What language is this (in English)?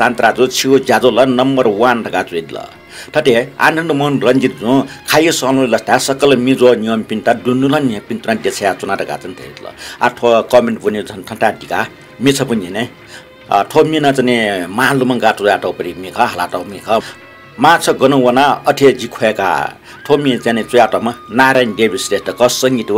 Newari